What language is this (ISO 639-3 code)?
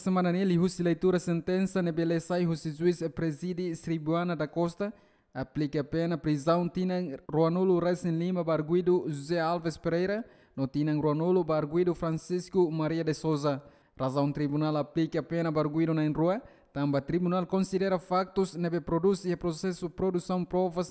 tet